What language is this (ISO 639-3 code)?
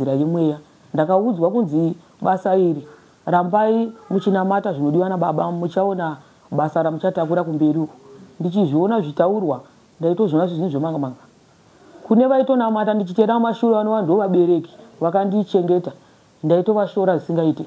sna